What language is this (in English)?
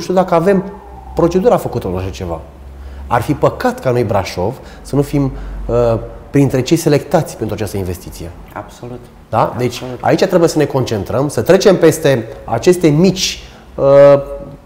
Romanian